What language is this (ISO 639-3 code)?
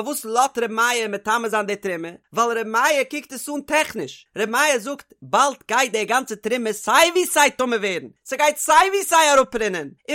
yid